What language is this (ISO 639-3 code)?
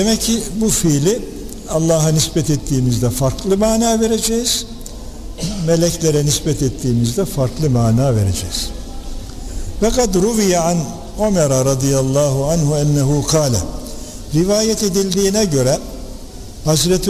tur